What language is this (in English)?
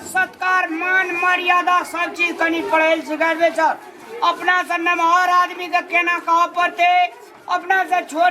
Maithili